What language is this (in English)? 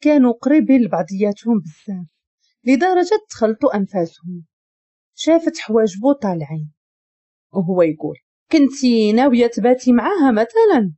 Moroccan Arabic